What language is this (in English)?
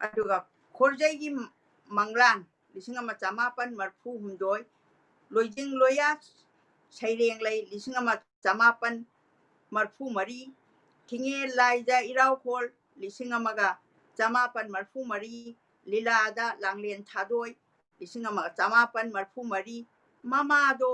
Manipuri